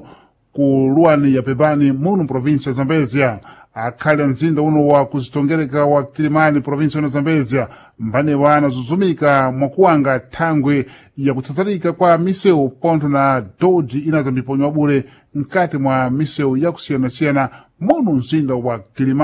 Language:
Sena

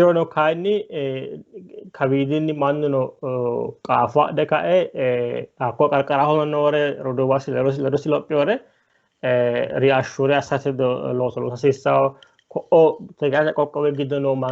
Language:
Sidamo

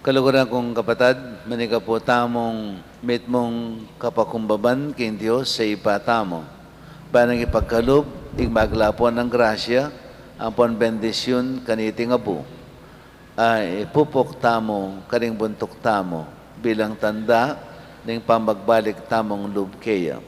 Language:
Pampanga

